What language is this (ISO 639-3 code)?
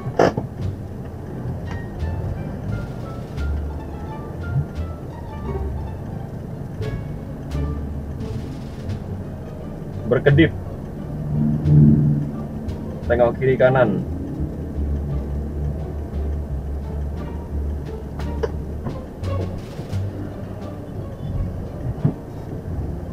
ind